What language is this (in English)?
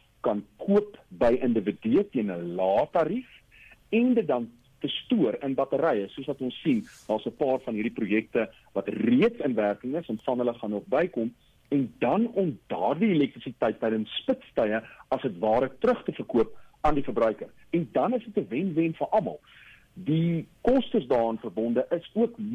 Afrikaans